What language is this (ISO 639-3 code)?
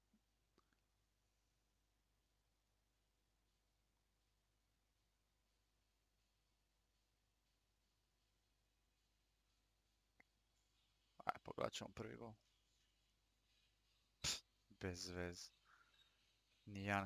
hrv